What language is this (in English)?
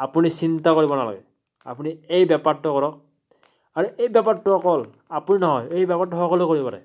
Assamese